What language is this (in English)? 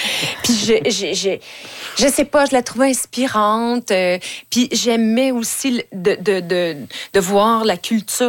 French